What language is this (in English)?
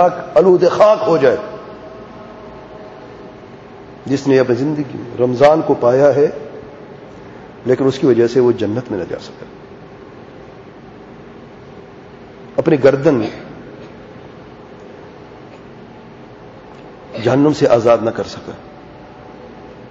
Urdu